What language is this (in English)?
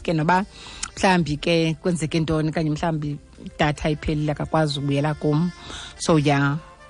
Xhosa